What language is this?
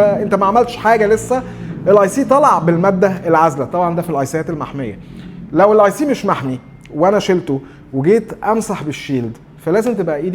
Egyptian Arabic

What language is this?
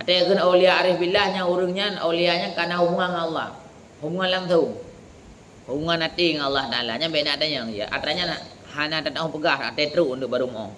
Achinese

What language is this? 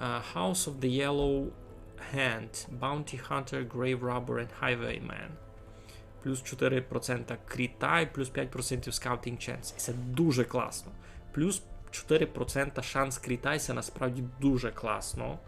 Rusyn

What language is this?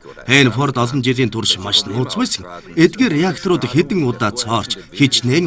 Mongolian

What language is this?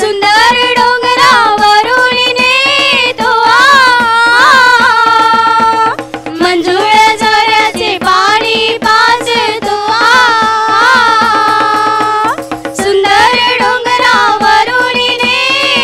Marathi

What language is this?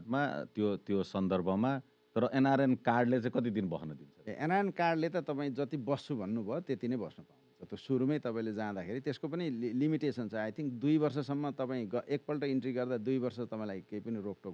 Nepali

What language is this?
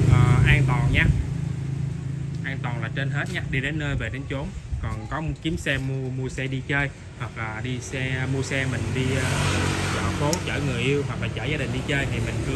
Vietnamese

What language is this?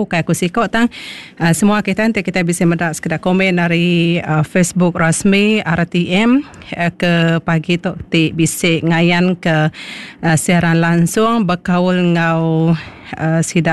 Iban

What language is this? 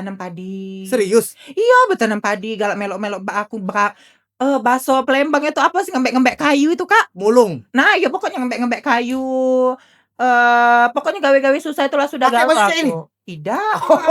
Musi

